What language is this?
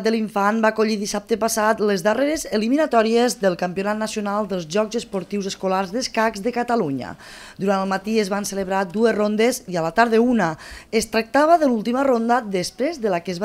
Catalan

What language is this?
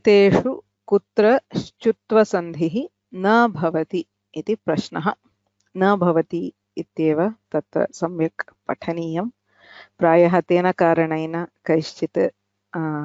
Sanskrit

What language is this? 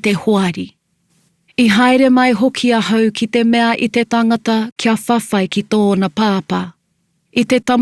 Māori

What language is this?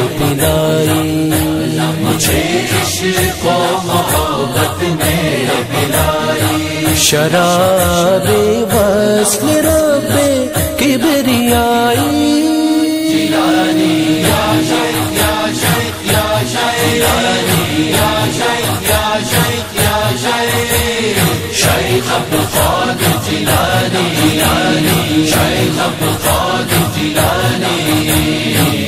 Urdu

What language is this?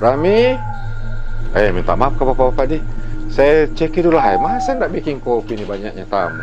Makassar Malay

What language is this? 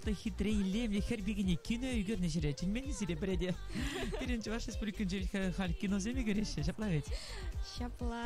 Chuvash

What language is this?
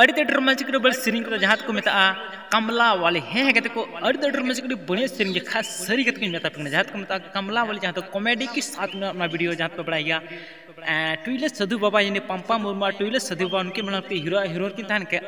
Santali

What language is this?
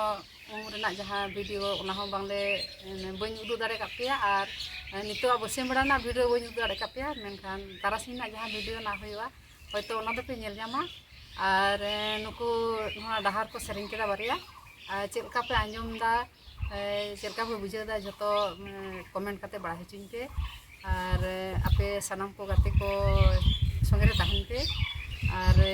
Santali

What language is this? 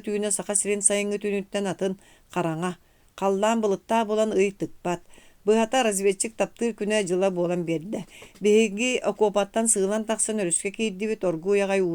Yakut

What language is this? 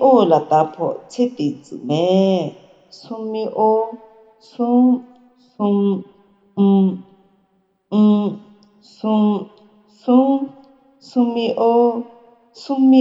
Akha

